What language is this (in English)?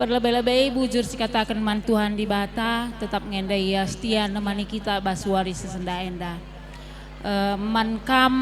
Batak Karo